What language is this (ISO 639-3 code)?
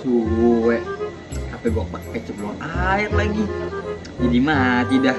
bew